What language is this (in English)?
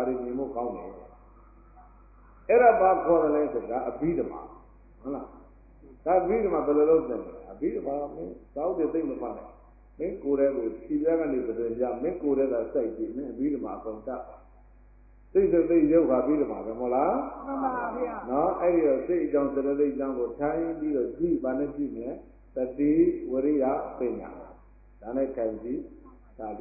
Burmese